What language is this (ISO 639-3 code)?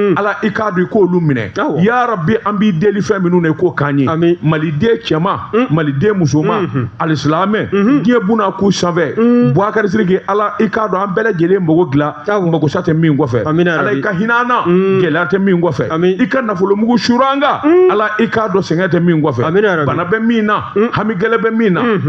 bam